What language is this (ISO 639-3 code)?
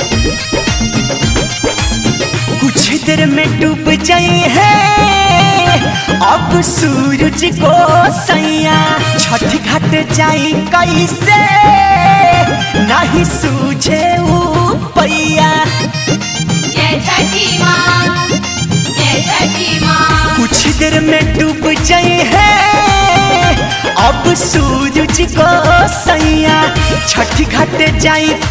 bho